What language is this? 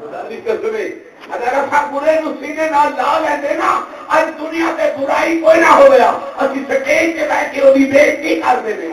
Saraiki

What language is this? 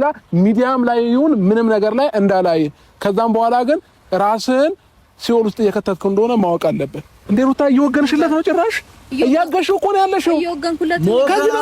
Amharic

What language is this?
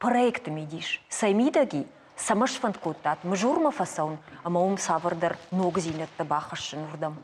Ossetic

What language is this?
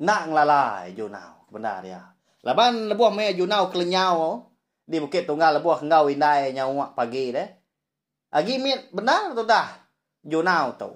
Iban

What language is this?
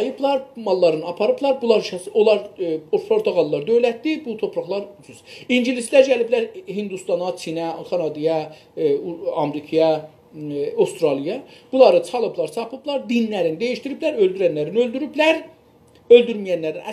South Azerbaijani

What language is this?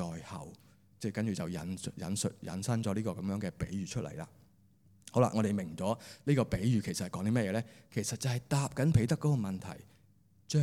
Cantonese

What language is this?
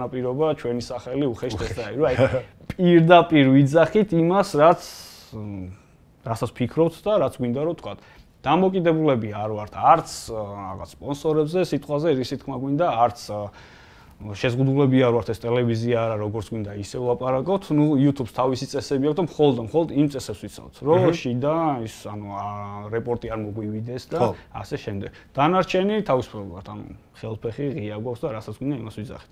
Georgian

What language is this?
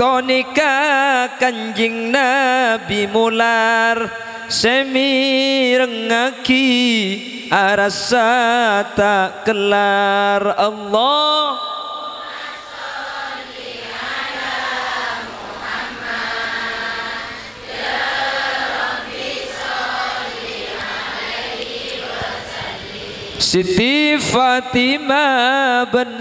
Madurese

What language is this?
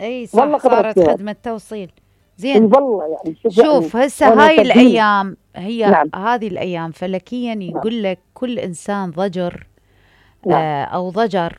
Mesopotamian Arabic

